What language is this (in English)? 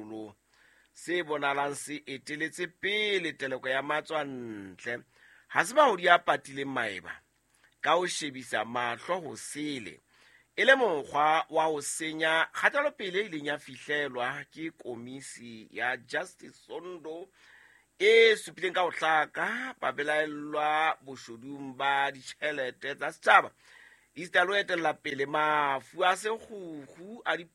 Southern Sotho